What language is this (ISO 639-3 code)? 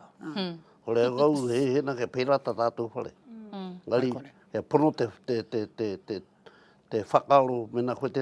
mri